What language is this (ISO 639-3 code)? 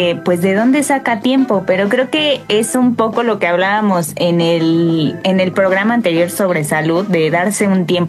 spa